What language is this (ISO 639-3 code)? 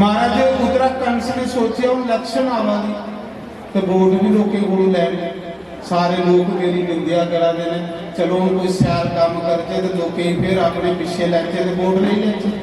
doi